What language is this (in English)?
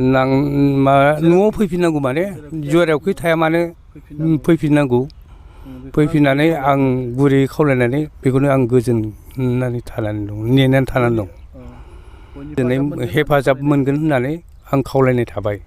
Bodo